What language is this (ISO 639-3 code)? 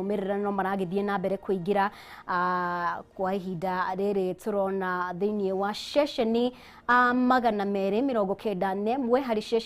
kik